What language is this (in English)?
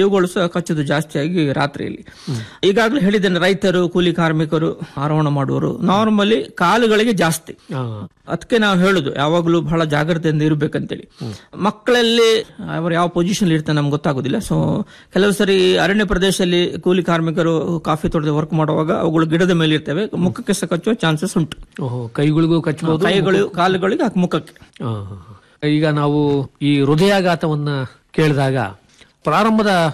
Kannada